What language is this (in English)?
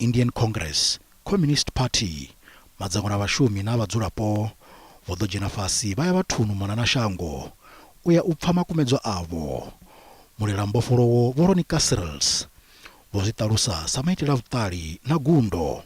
Venda